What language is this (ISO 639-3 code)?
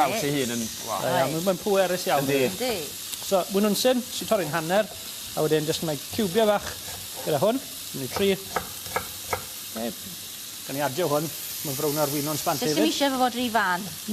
cym